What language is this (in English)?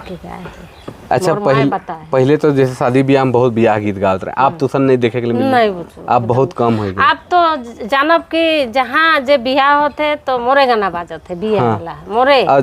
Sadri